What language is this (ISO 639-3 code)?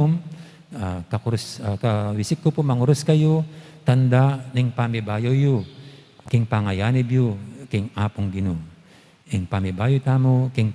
pam